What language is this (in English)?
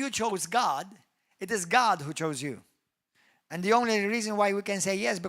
English